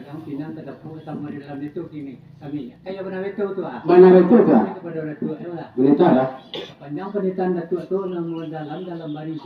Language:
Minangkabau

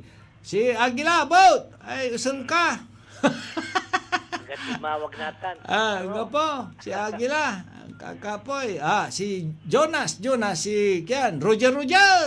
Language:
Pangasinan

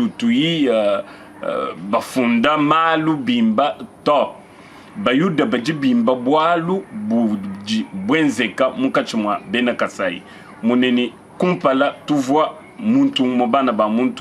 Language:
Luba-Lulua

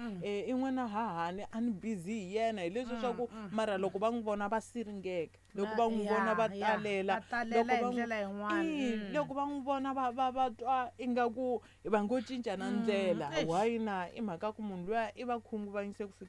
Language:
Tsonga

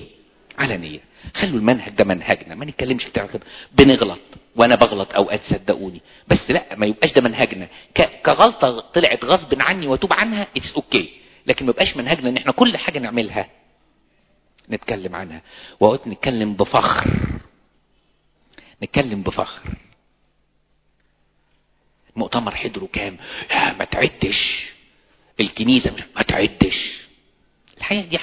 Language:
Egyptian Arabic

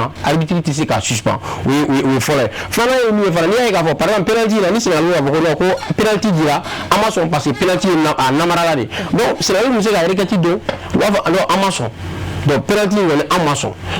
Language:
Bambara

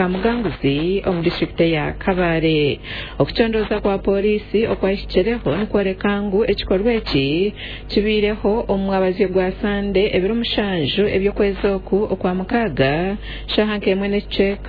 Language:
Nyankole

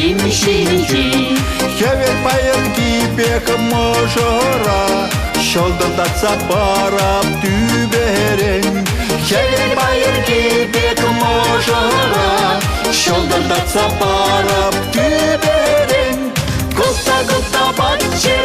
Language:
Chuvash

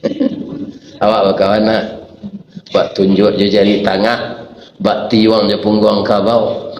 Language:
Minangkabau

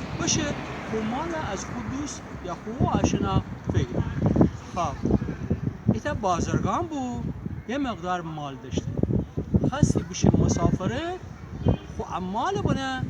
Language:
Gilaki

